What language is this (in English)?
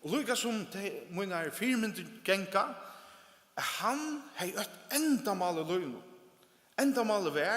Faroese